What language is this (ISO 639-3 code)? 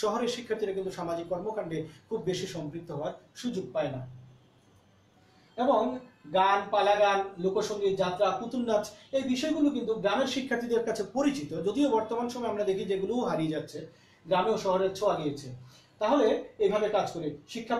ben